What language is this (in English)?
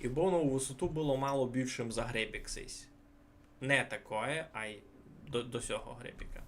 Rusyn